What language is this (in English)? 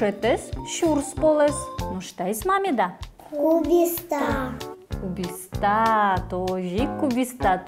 Udmurt